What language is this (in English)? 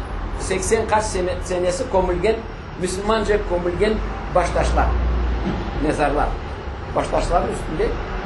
Crimean Tatar